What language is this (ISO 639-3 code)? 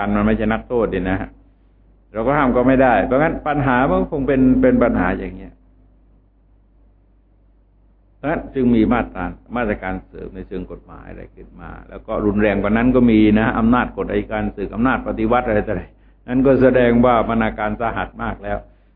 tha